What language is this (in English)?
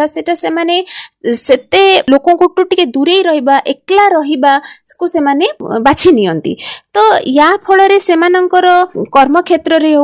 Odia